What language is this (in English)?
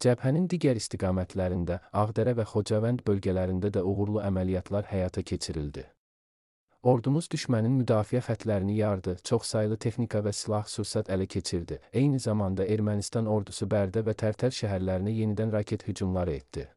Azerbaijani